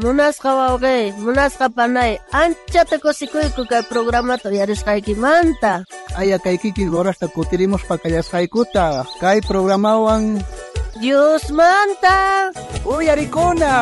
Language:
South Bolivian Quechua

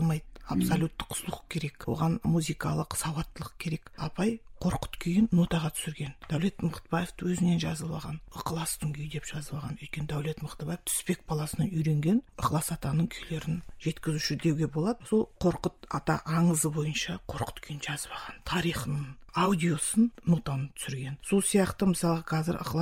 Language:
Kazakh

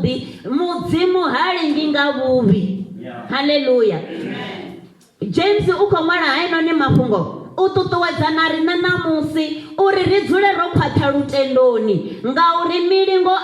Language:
Venda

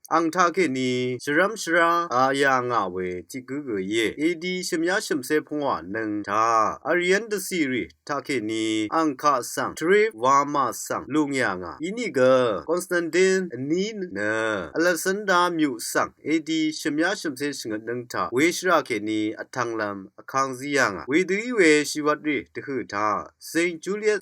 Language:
Rawang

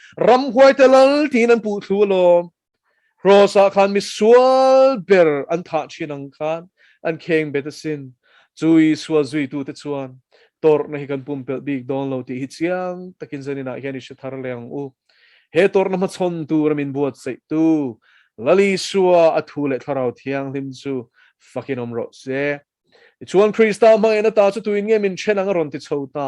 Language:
Mizo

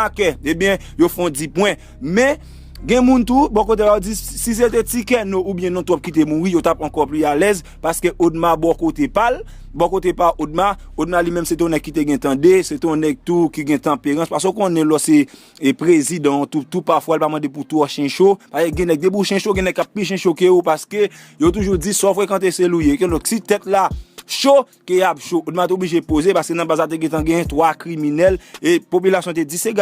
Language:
Haitian Creole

